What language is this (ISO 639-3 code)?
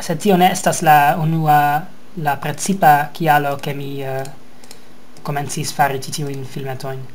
epo